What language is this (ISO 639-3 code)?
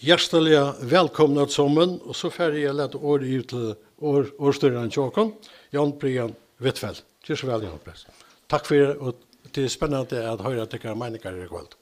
fao